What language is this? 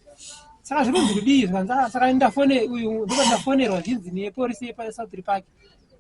Shona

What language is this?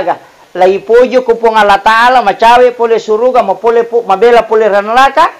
Buginese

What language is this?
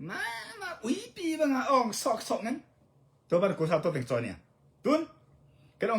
Tedim Chin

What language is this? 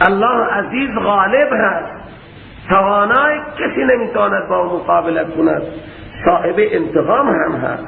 Persian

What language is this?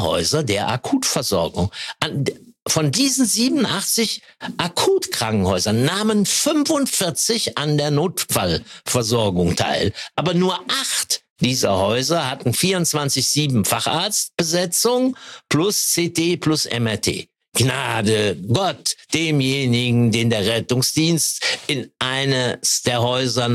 German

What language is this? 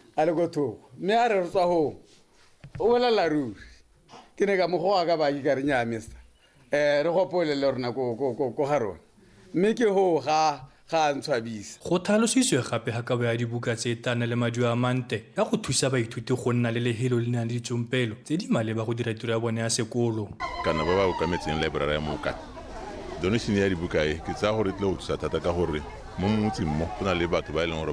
Tswana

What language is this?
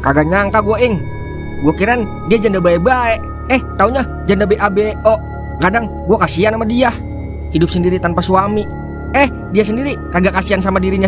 Betawi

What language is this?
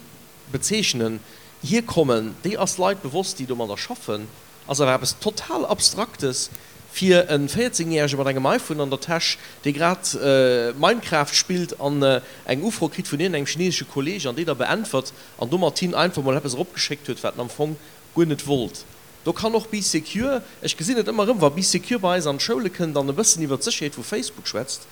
Luxembourgish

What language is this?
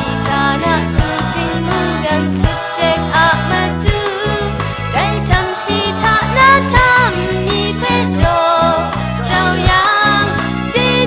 Kachin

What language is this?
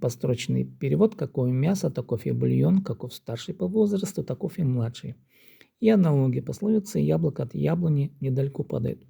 Khakas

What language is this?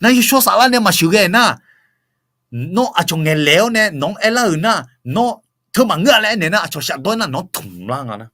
Akha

